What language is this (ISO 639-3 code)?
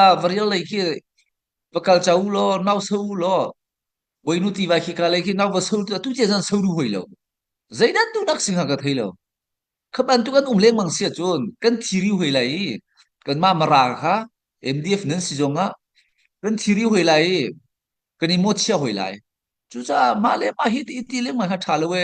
cnh